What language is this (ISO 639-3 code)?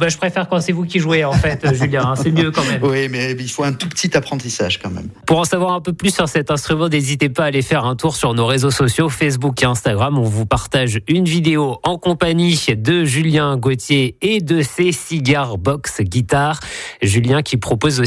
fra